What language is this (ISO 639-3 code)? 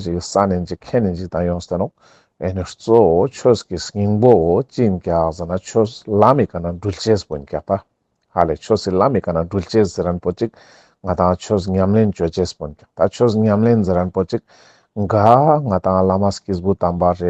lbj